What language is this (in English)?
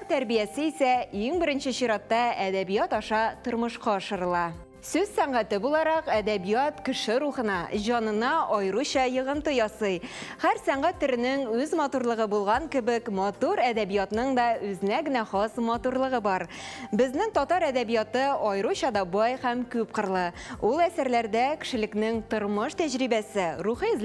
Tatar